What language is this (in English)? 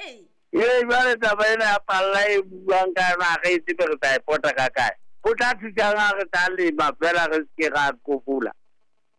Southern Sotho